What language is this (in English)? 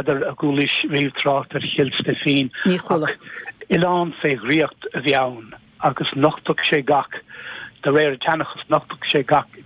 Irish